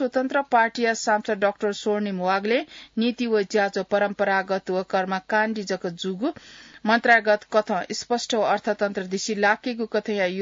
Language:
Newari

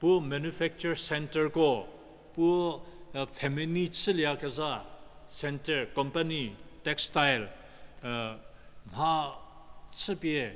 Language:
Angami Naga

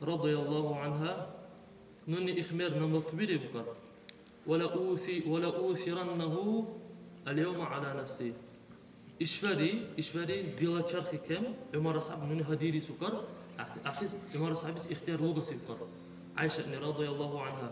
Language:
Dargwa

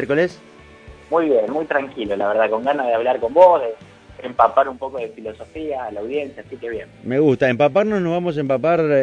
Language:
Spanish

